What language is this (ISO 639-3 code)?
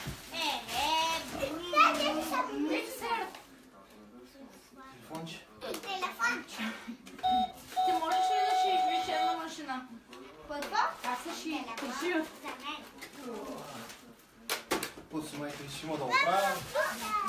bul